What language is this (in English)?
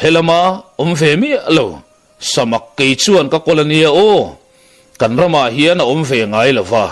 Mizo